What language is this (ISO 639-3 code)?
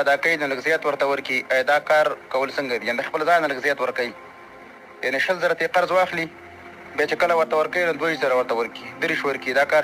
pus